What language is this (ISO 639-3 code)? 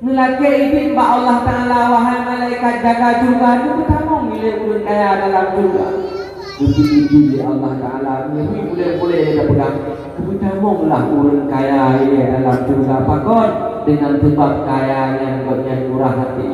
ace